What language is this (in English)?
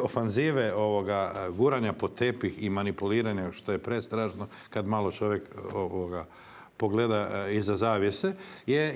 Croatian